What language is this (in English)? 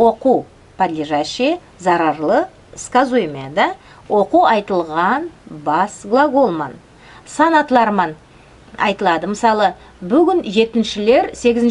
Nogai